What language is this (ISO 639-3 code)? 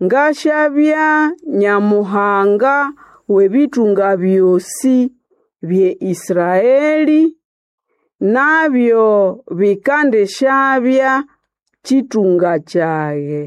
nnb